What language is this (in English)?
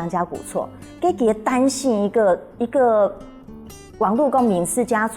Hakka Chinese